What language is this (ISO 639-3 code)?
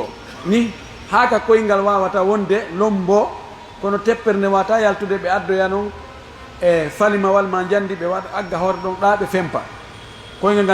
fuf